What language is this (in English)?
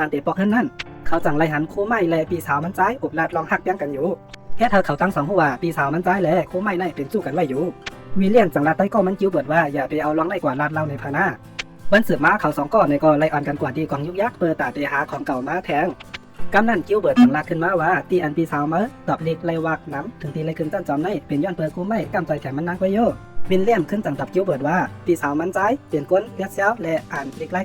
Shan